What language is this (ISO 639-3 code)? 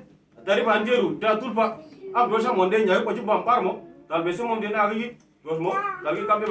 udu